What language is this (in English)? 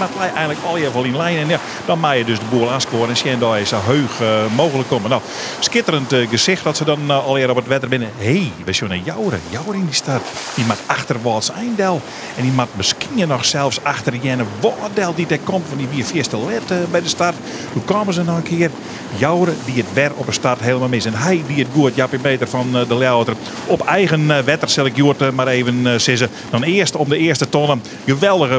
Western Frisian